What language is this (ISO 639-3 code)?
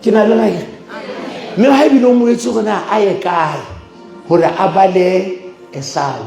sot